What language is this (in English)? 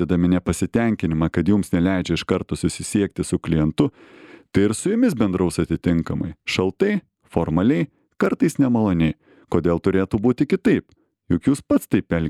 Lithuanian